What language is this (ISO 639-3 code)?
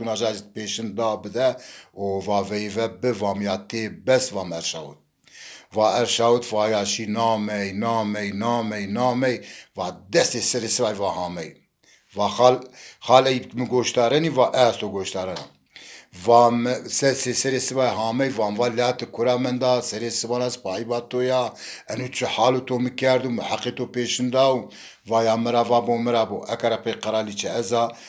zza